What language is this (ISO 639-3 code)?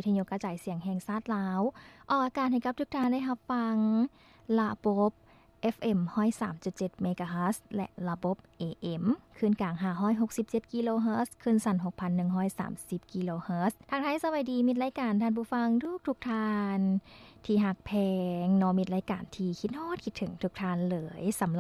lao